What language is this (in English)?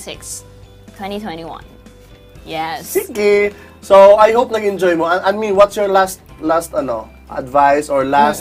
Cebuano